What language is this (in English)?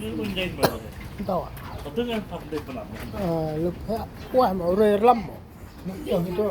Central Mnong